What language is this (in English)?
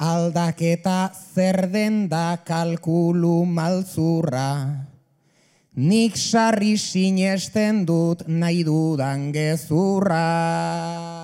Basque